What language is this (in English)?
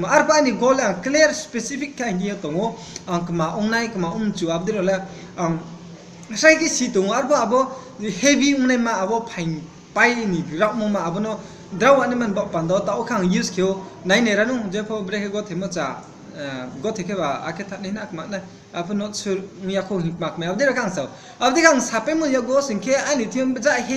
Riang (India)